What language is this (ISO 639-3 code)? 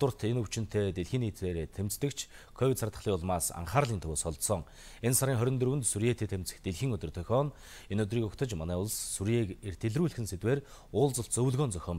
mon